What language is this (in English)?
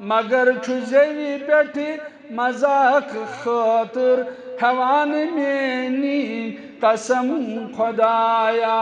Kashmiri